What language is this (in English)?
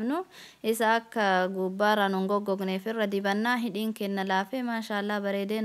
Oromo